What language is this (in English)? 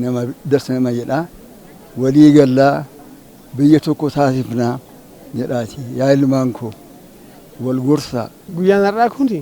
Oromo